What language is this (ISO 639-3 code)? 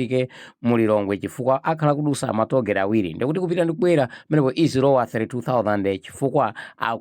nya